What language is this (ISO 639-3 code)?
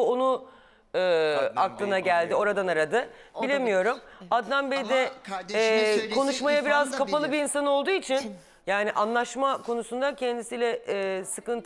tur